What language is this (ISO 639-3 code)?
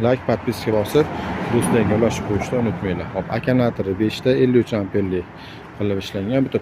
uzb